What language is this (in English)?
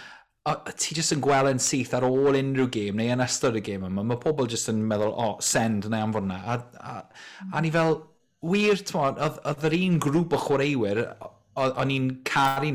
Welsh